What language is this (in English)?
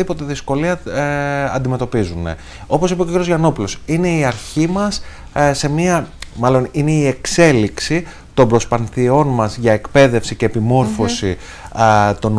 Greek